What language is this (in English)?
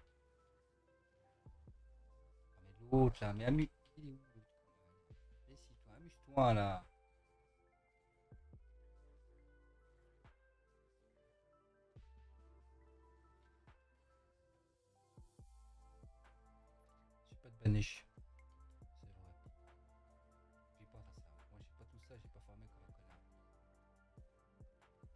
French